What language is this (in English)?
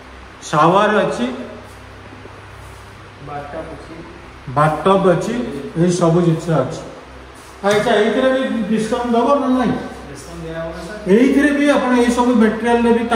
Odia